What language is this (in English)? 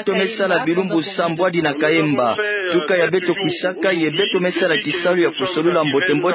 Kituba (Democratic Republic of Congo)